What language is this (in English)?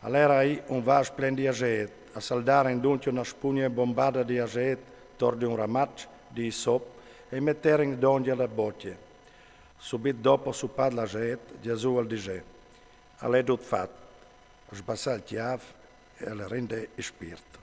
Friulian